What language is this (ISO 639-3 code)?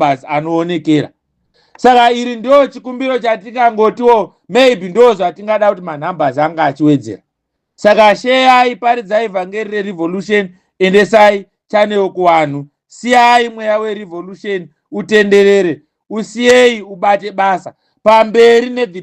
sna